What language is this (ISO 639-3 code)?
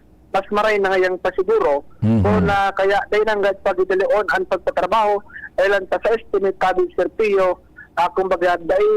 bik